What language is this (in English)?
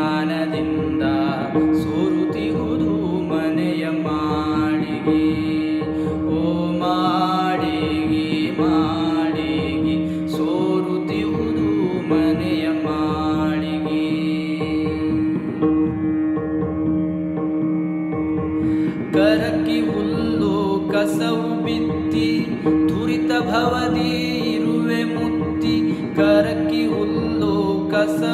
Kannada